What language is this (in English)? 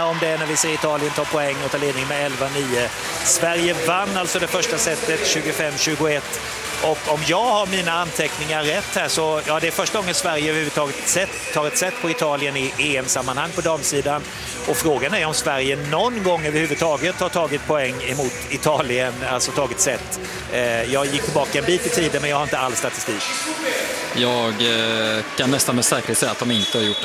Swedish